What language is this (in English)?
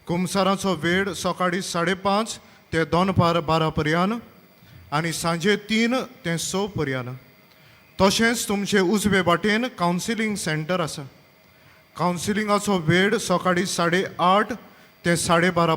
Konkani